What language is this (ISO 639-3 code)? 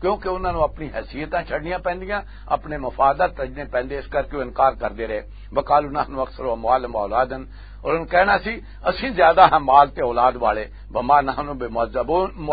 lah